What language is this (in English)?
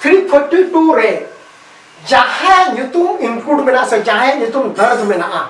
Santali